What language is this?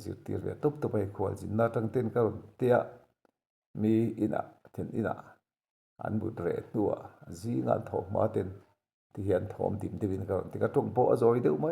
Mizo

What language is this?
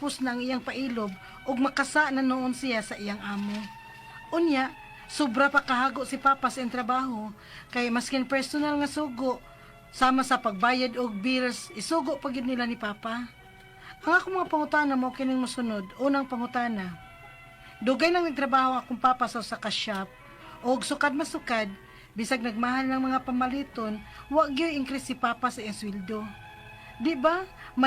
Cebuano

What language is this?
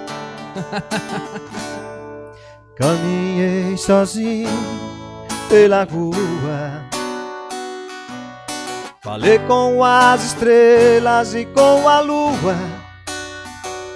Portuguese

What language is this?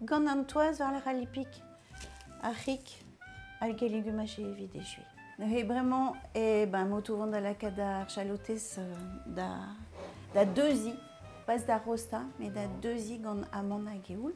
Breton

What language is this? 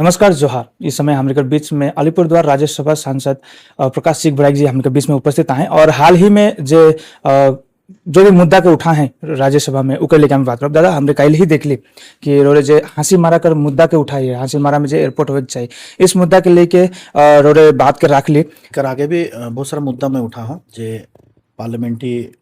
Sadri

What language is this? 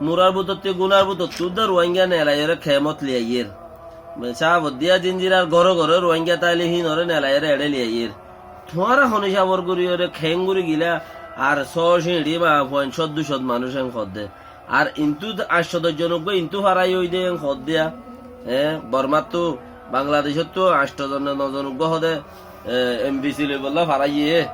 Rohingya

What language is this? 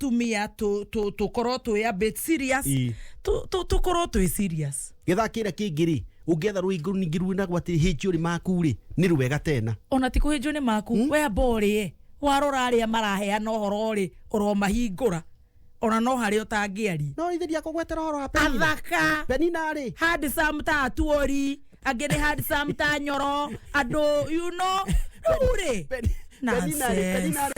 Kikuyu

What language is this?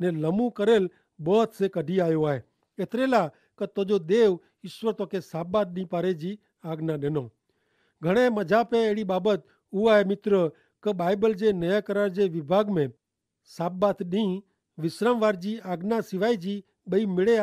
Kachhi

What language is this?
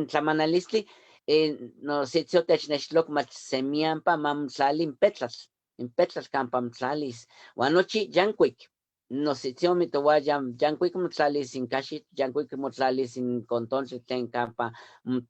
Eastern Huasteca Nahuatl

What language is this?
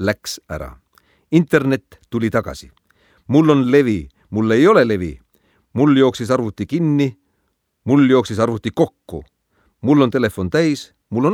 Estonian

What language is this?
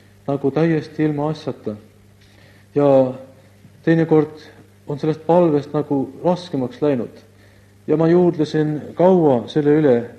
Estonian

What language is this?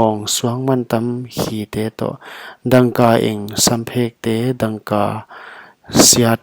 Paite Chin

